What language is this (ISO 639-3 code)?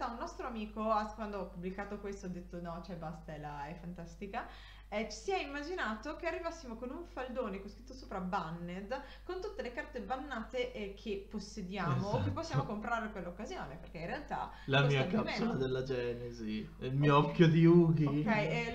ita